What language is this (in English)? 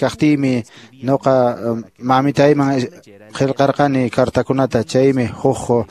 Quechua